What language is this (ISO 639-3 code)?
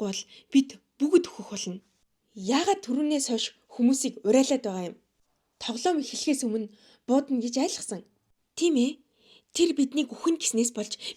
mon